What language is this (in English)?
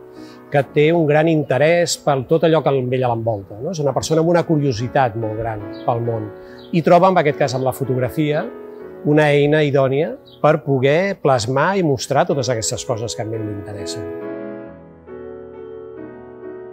Catalan